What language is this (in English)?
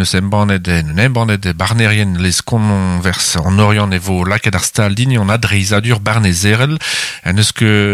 Breton